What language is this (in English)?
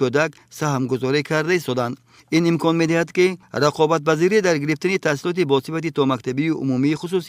Tajik